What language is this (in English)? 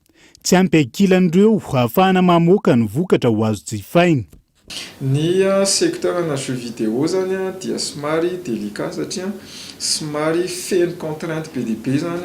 Malagasy